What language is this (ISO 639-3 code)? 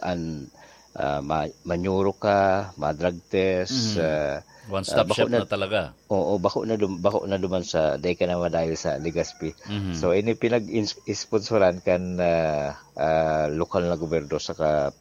bik